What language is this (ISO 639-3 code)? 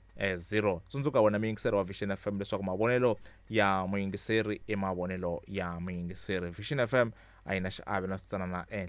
tso